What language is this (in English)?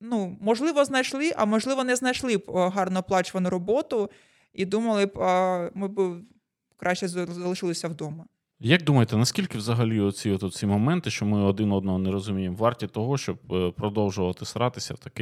Ukrainian